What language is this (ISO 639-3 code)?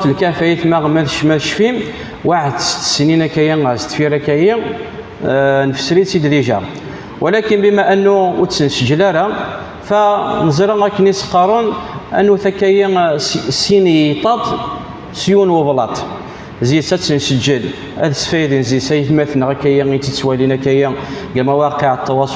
kab